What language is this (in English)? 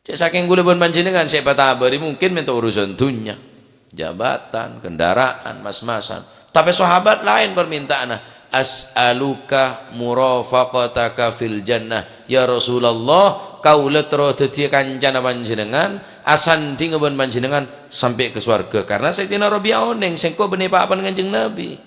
Madurese